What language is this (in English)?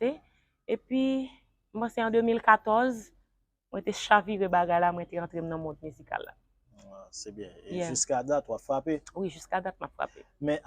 Haitian Creole